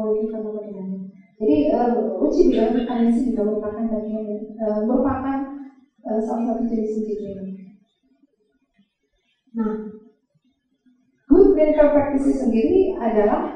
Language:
Indonesian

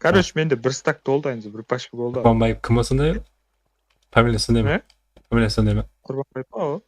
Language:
Kara-Kalpak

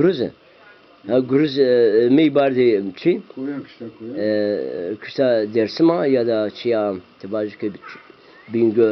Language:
Zaza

